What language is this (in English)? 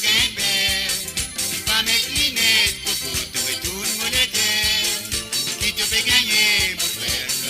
Morisyen